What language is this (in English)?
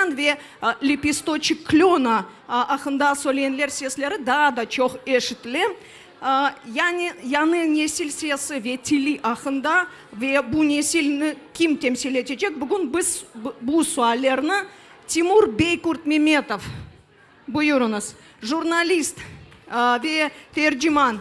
Crimean Tatar